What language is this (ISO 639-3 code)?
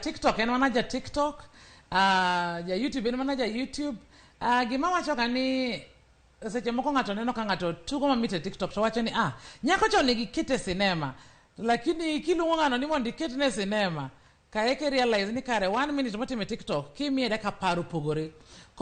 luo